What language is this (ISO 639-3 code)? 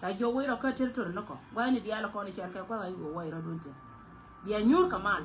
nus